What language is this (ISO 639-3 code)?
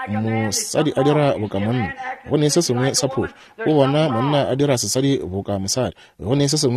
nso